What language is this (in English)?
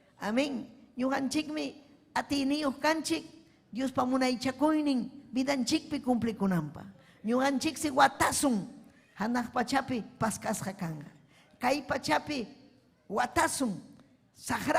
Ayacucho Quechua